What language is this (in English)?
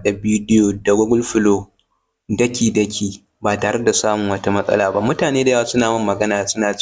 Hausa